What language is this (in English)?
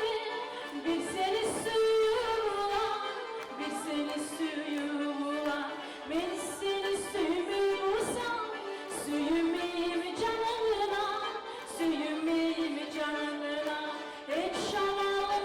Kumyk